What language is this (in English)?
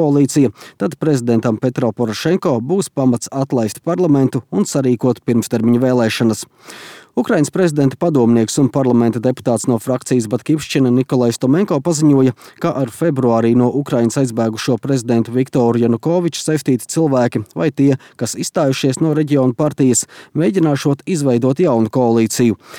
Latvian